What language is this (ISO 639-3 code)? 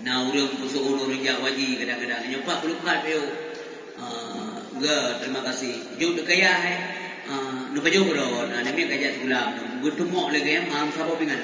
ace